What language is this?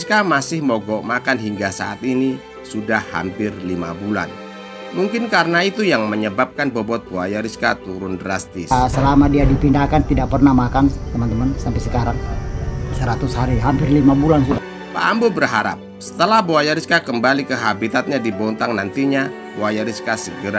Indonesian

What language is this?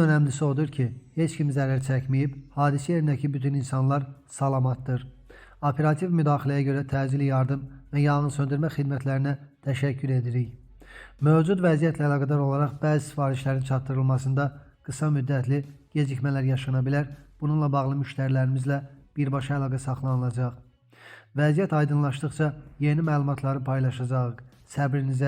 Azerbaijani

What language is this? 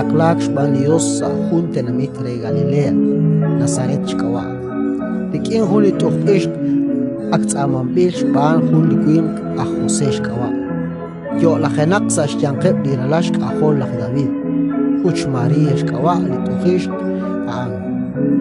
Kekchí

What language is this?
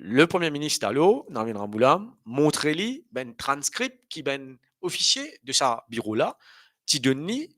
Morisyen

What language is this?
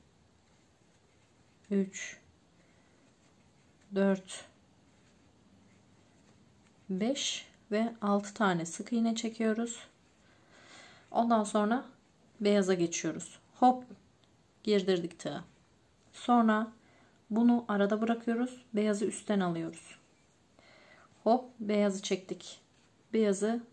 Turkish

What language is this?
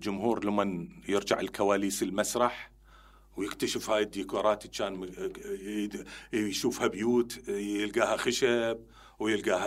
Mesopotamian Arabic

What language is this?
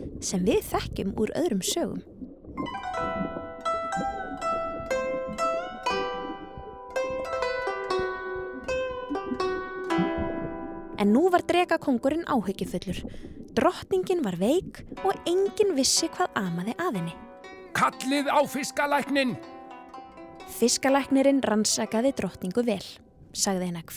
Icelandic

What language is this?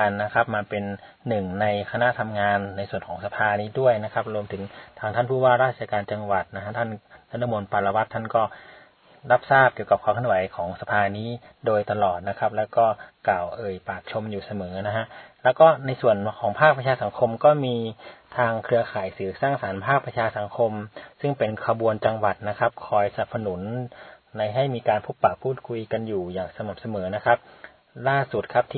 Thai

